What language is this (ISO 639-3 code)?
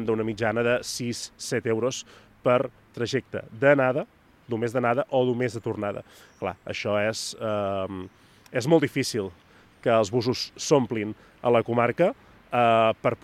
cat